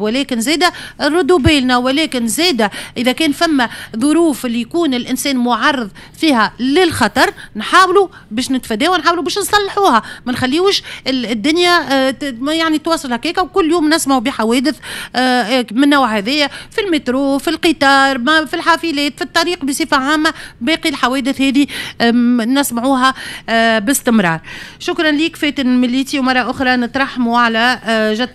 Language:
Tunisian Arabic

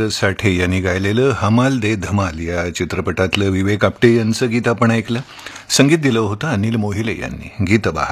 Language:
Marathi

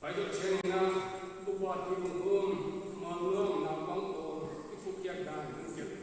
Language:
Paite Chin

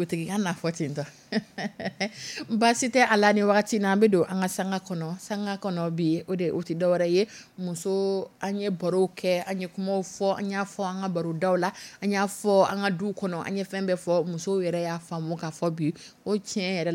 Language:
Dyula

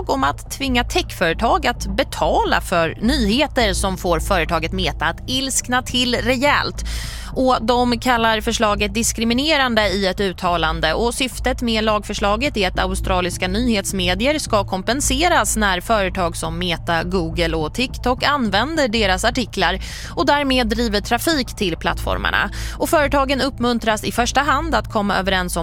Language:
Swedish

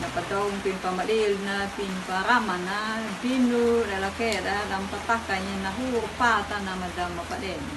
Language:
Anakalangu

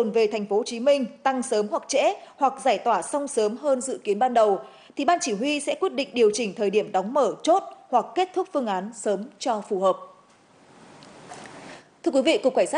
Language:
Vietnamese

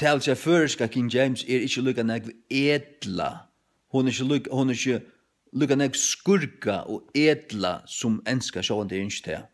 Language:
Faroese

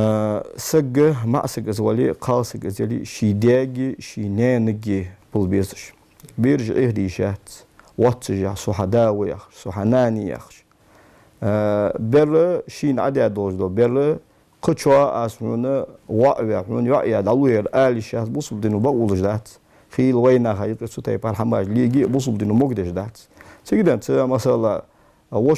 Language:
Ingush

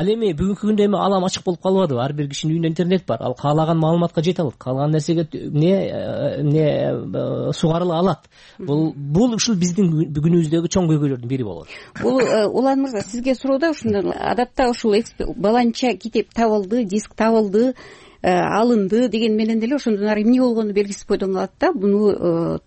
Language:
Kyrgyz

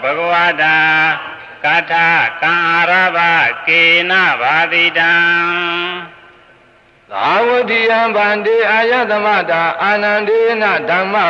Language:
Burmese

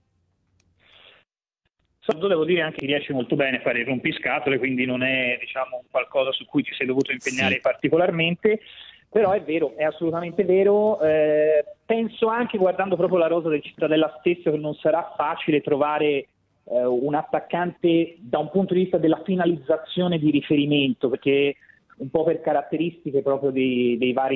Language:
Italian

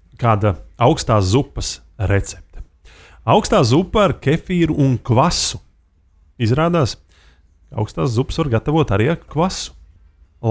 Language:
Latvian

